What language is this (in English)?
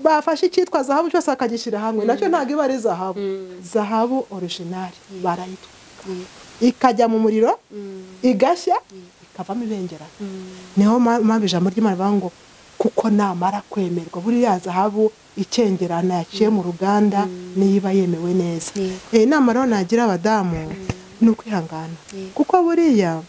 Kinyarwanda